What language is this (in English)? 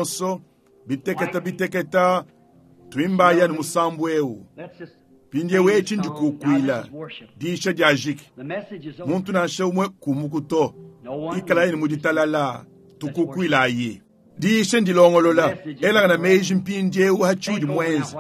Luba-Lulua